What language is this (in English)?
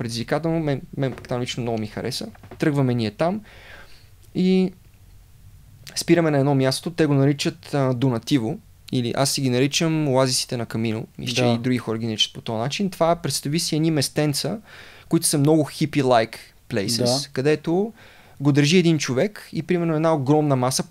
Bulgarian